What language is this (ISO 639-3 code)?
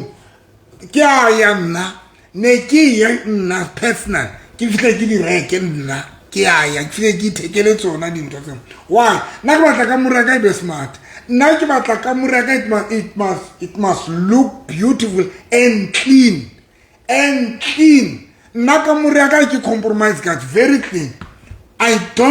sot